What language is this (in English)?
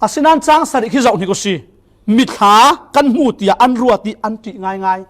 Falam Chin